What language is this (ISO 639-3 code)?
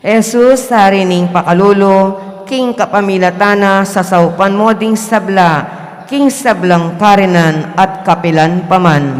pam